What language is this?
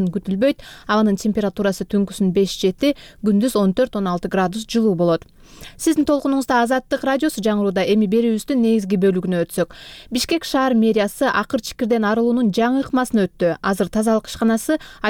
Kyrgyz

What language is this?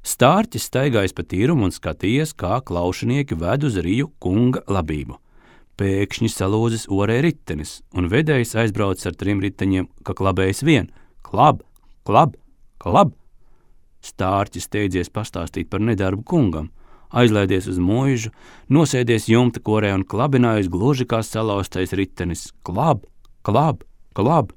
Latvian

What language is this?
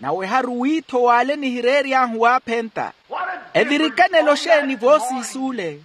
Makhuwa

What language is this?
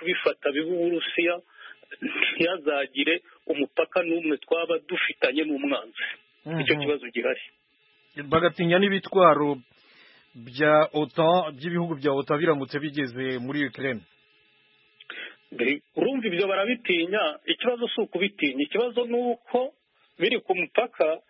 Kinyarwanda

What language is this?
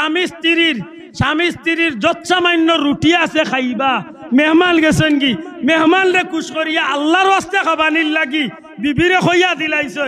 Sylheti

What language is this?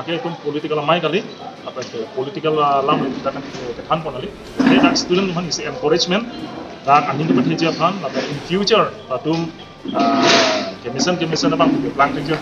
Karbi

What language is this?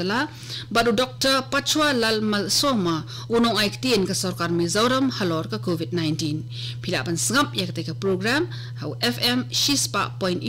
Khasi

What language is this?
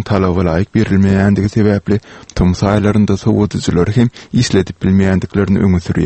Turkmen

